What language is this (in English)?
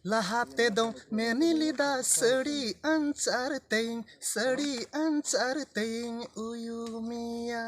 Santali